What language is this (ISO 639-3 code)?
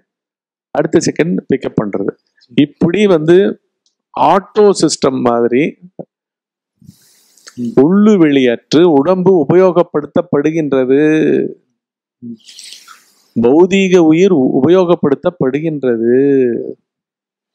tam